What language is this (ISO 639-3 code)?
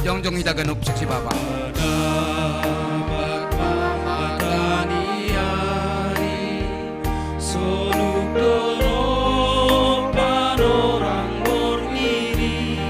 bts